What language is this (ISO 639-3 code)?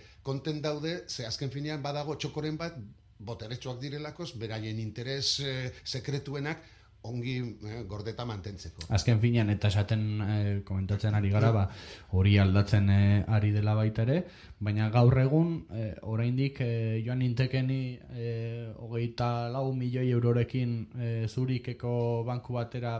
eus